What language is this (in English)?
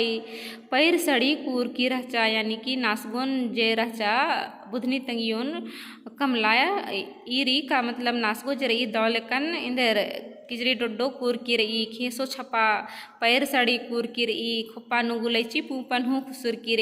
Kurukh